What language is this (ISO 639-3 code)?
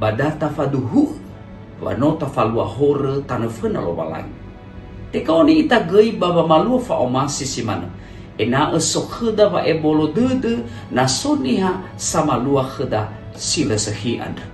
nia